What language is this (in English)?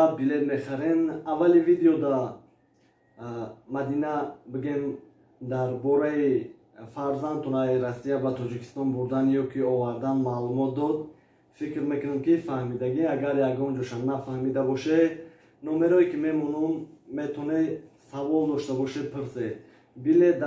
Tajik